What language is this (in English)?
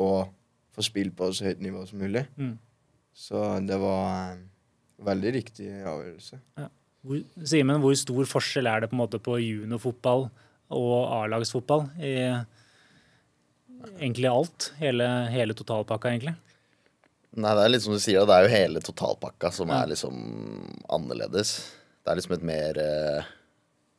Norwegian